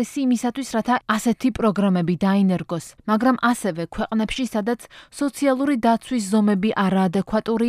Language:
Georgian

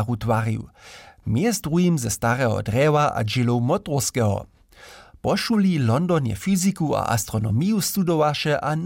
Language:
Upper Sorbian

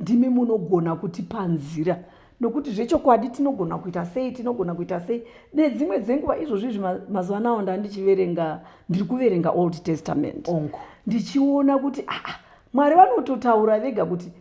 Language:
Shona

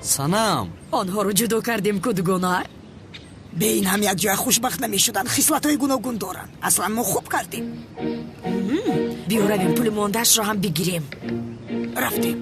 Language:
Tajik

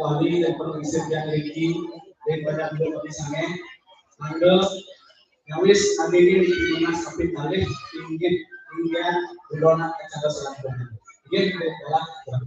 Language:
Balinese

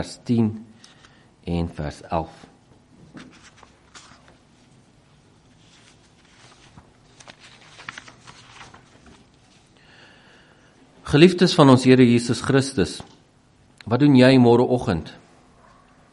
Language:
Afrikaans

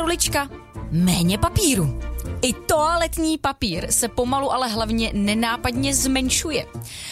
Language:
Czech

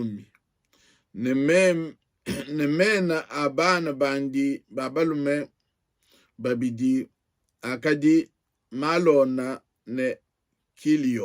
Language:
Luba-Lulua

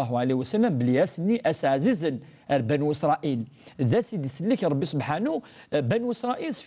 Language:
Kabyle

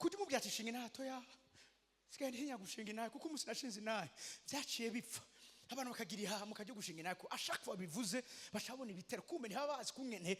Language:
Rundi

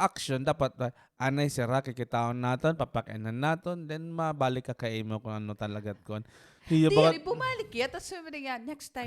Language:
Waray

